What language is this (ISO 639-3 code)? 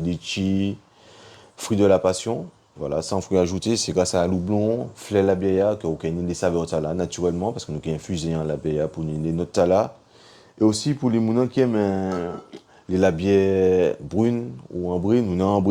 gcf